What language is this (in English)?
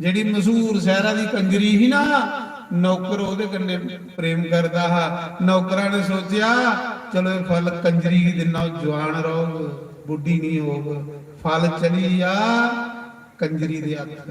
Dogri